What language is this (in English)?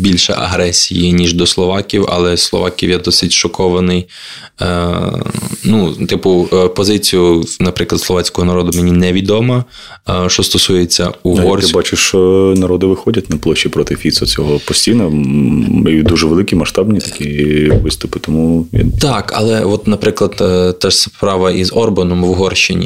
Ukrainian